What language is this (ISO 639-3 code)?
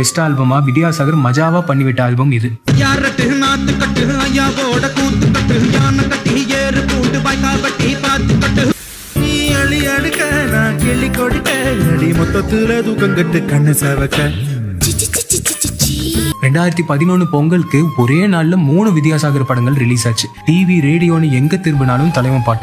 tam